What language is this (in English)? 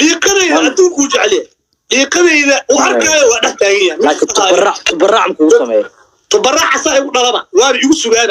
Somali